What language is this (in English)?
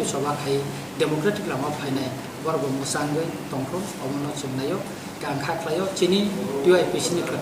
Kok Borok